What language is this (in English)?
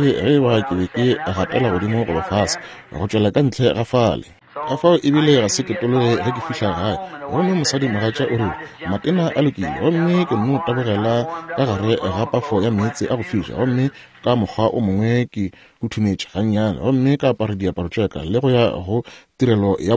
Northern Sotho